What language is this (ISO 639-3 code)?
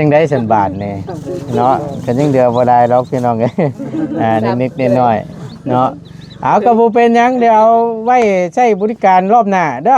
tts